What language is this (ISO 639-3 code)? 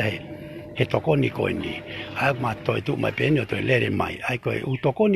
ton